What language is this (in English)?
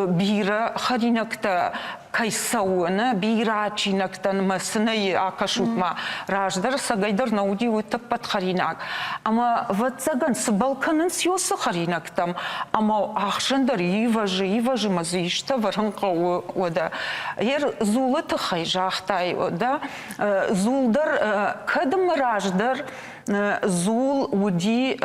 Ossetic